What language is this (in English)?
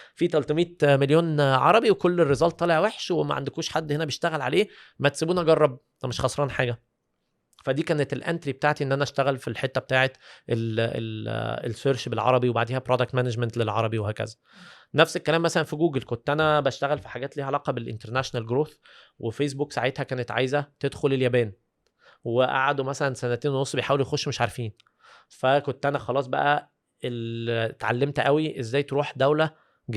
Egyptian Arabic